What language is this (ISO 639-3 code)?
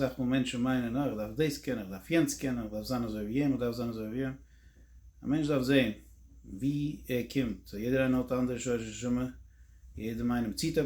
yid